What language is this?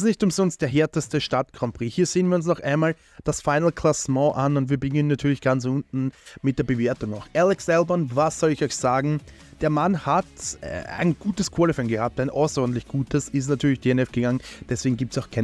German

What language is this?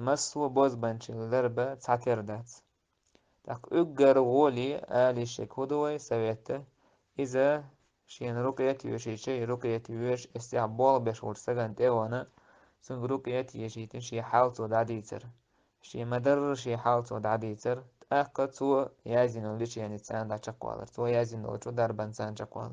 Chechen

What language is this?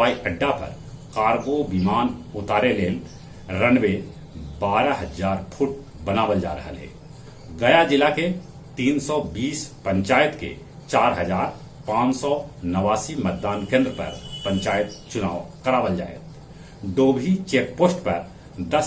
Magahi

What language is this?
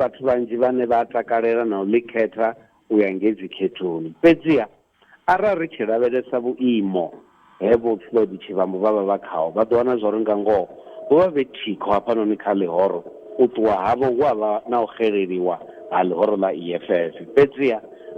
Venda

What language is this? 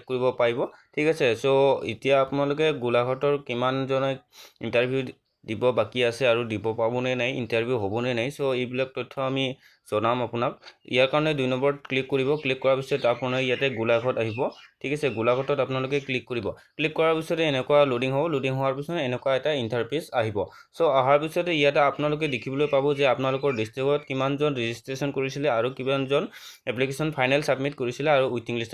Assamese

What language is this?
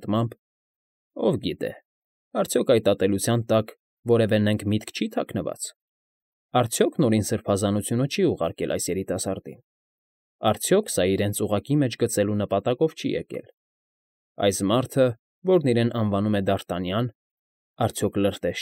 Armenian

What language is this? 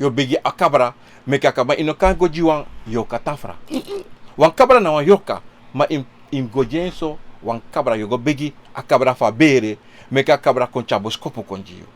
Sranan Tongo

